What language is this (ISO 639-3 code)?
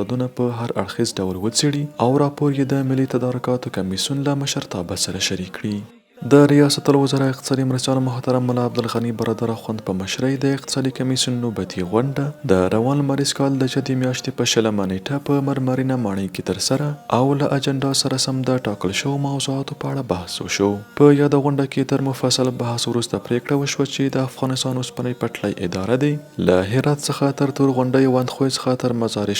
pus